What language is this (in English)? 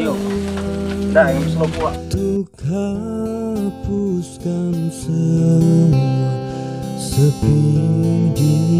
Musi